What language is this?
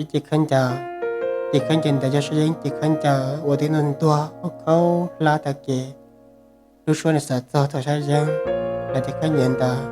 Hmong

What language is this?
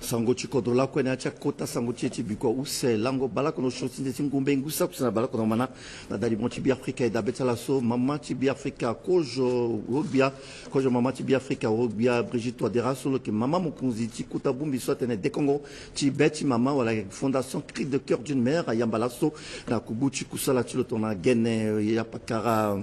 Sango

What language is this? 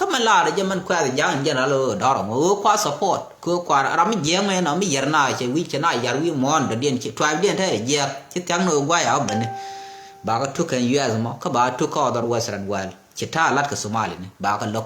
Nuer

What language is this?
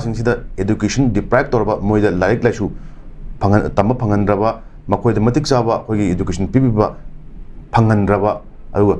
Manipuri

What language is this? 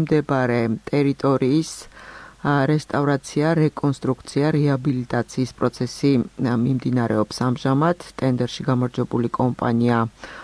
Georgian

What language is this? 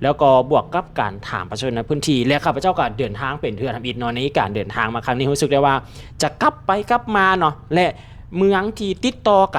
Lao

